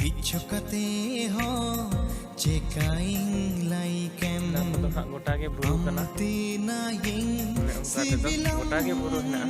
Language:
Santali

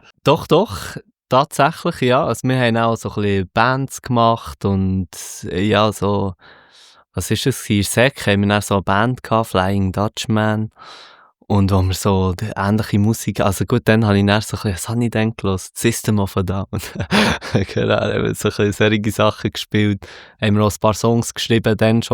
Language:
Swiss German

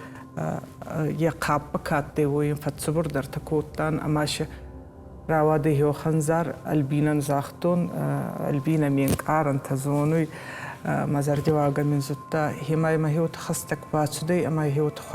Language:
Ossetic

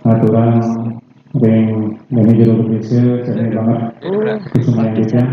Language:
Balinese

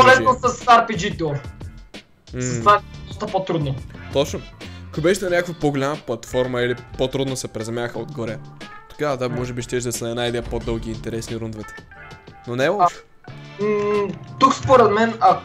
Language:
Bulgarian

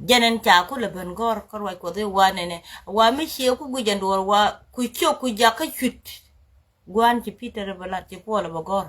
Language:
Nuer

